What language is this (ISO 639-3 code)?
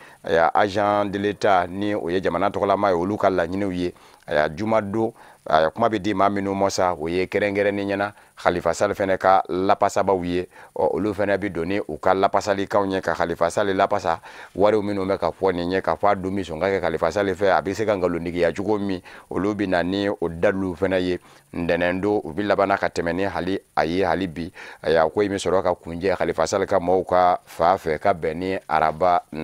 bam